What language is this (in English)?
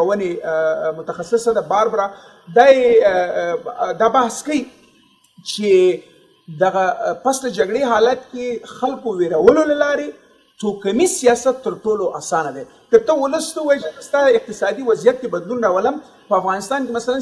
Pashto